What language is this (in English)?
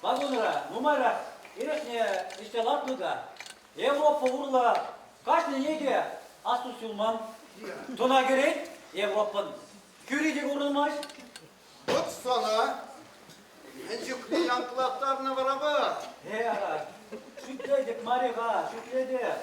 Chuvash